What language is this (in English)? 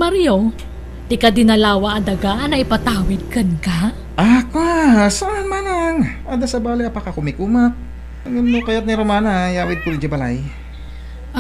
Iloko